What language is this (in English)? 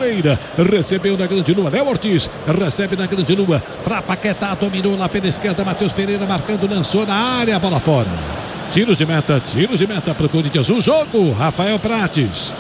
Portuguese